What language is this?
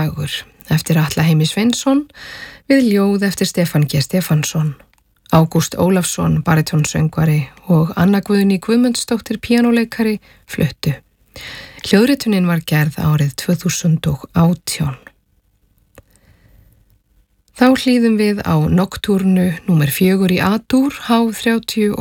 Icelandic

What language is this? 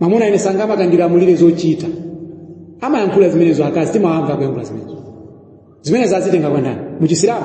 Nyanja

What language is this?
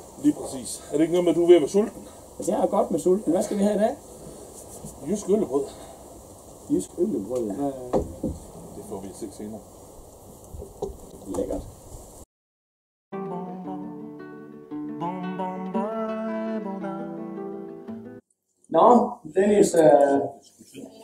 Danish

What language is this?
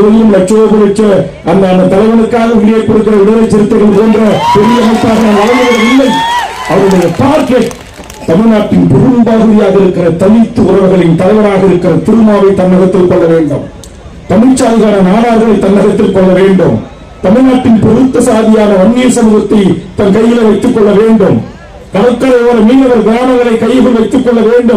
Tamil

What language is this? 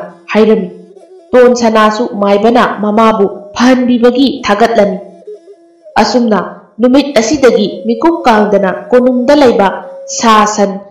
Manipuri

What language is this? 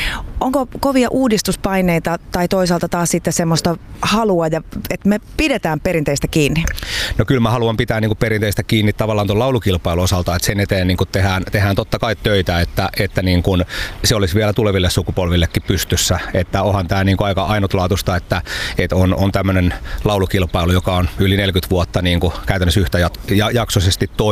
Finnish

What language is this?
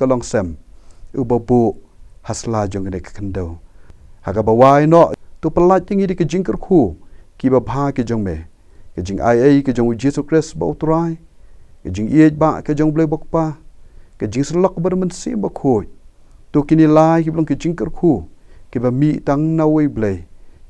Khasi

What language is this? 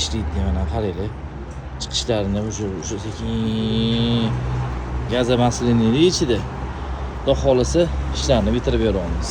Uzbek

